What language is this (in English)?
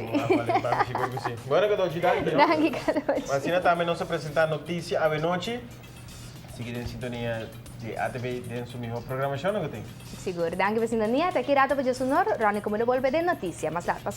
Papiamento